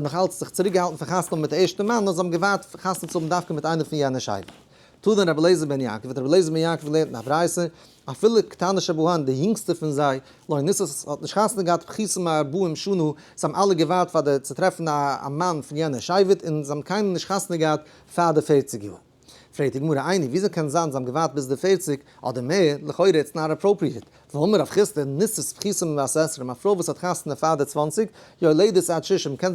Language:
Yiddish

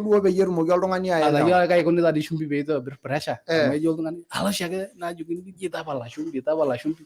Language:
Masai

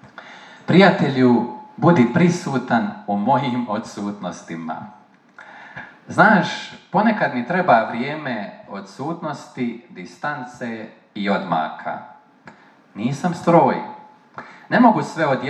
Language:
Croatian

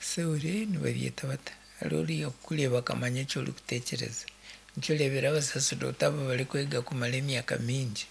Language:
Nyankole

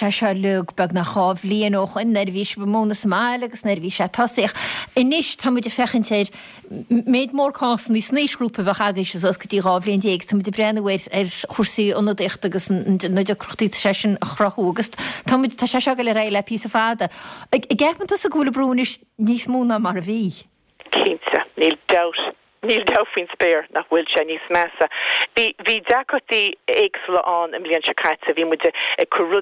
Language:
Irish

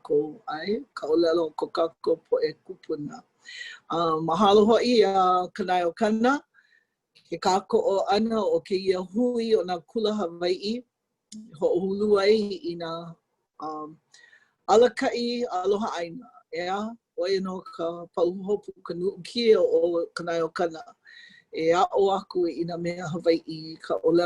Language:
Hawaiian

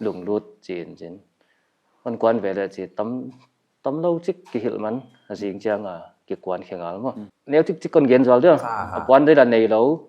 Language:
Paite Chin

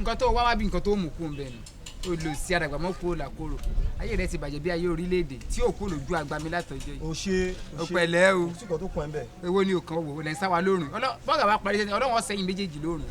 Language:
Yoruba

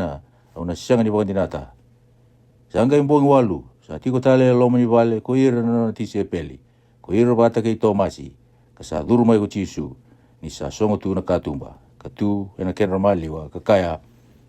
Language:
Fijian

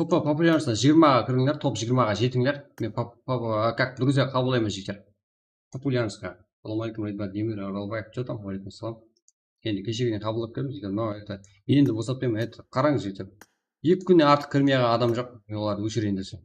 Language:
Kara-Kalpak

